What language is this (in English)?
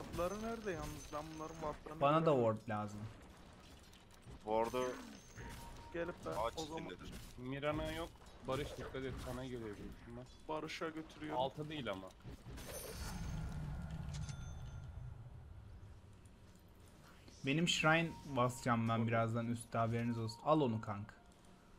Turkish